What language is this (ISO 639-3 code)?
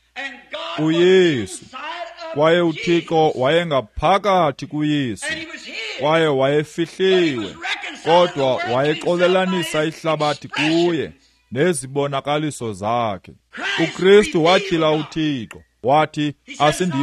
xho